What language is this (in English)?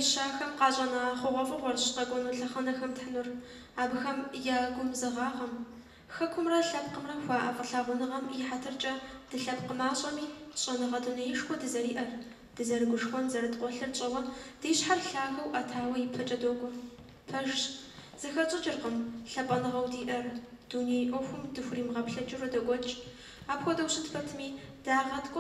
Kabardian